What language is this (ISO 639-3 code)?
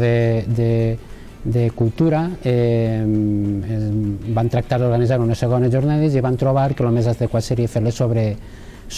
cat